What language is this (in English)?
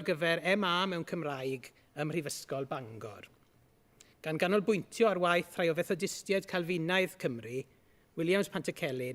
Welsh